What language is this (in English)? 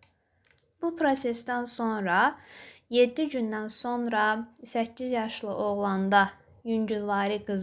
Azerbaijani